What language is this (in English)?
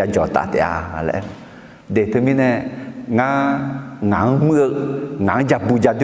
Akha